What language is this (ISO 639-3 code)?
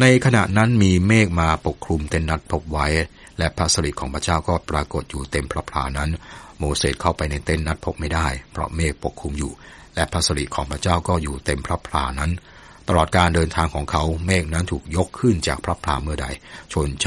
tha